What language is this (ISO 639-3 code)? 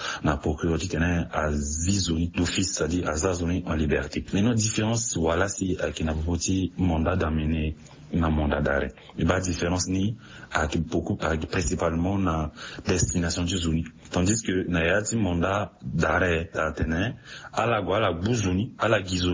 sag